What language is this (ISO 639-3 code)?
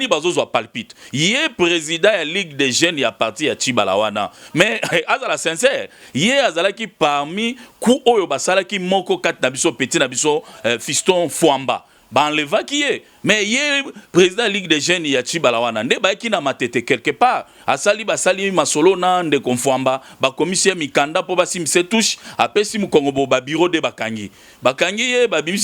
lin